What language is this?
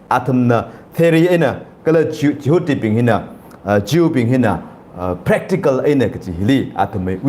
Tangkhul Naga (India)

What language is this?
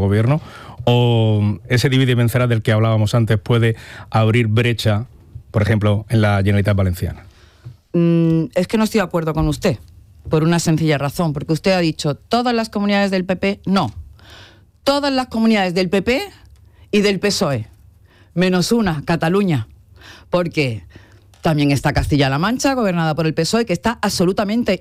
Spanish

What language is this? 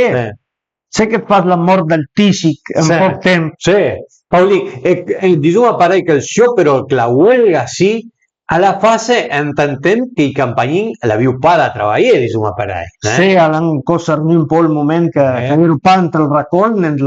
Piedmontese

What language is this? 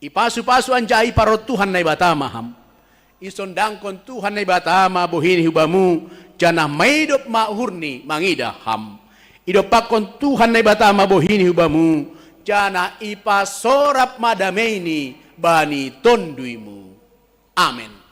Batak Simalungun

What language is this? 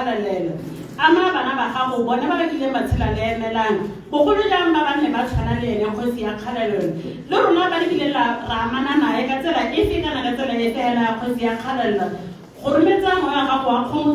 Tswana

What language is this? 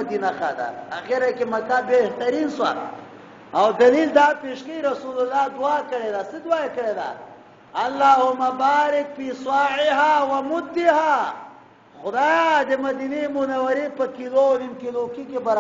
Pashto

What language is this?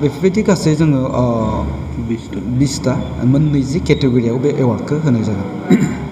Bodo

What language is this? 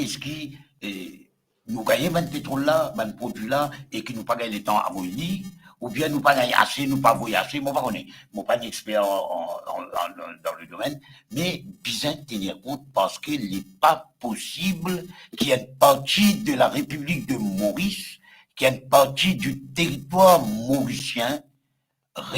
Morisyen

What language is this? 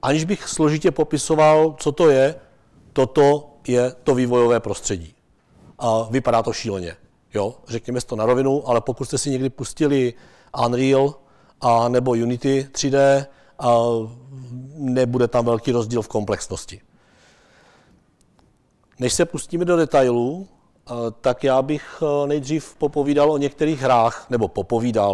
Czech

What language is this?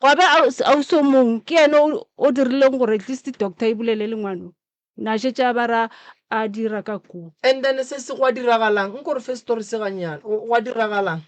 Northern Sotho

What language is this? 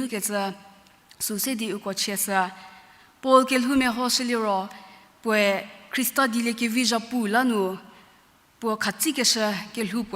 Angami Naga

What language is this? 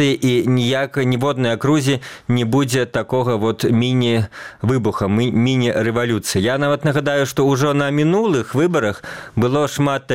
Belarusian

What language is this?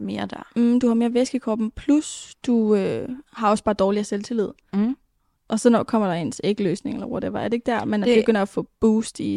Danish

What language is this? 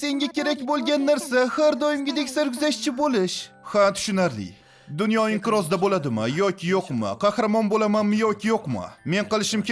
Uzbek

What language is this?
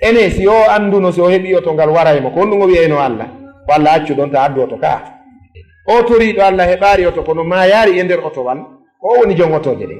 Fula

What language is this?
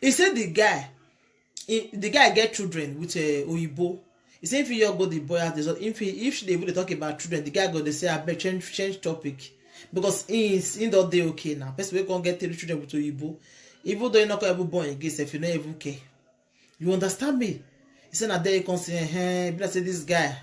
Nigerian Pidgin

